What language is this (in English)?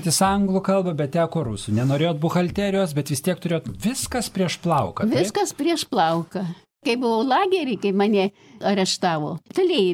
Lithuanian